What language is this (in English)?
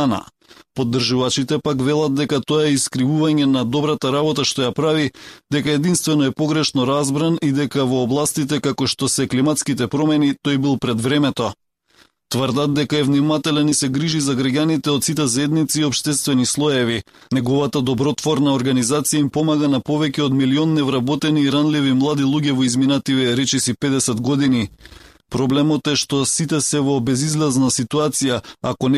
Macedonian